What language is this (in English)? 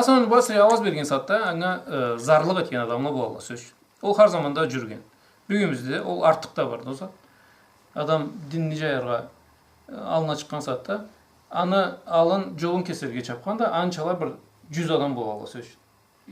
Karachay-Balkar